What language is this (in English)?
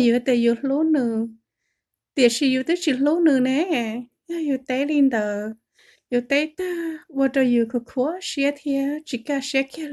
Hmong